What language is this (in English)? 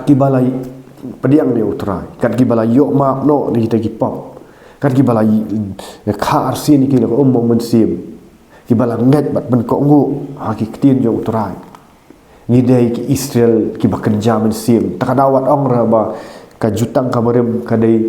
Khasi